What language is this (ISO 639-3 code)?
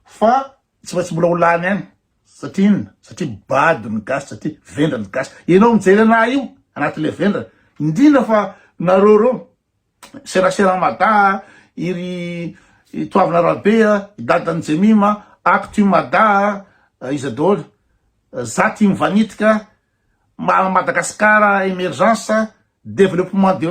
mlg